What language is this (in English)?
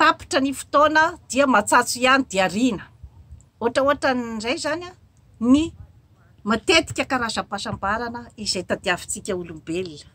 Malagasy